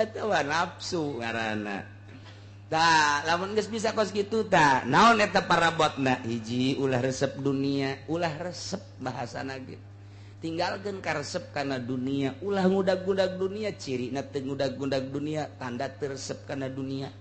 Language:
Sundanese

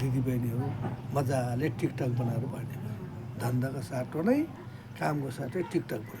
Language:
Nepali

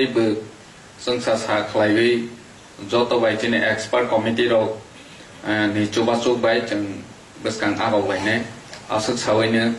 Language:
Kok Borok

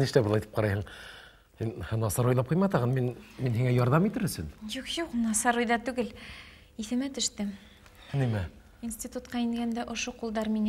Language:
Bashkir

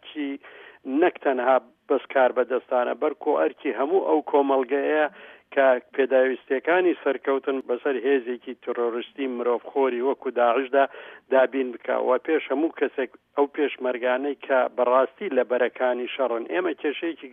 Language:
Central Kurdish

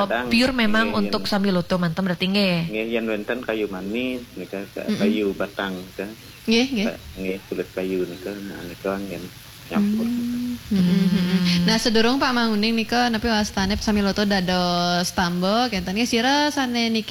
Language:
Balinese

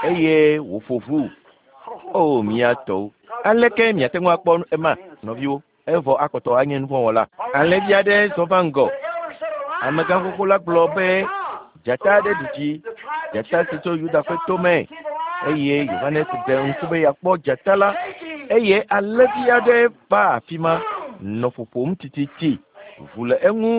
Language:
Ewe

